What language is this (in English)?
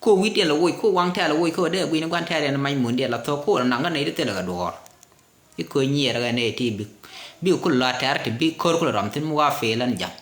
Nuer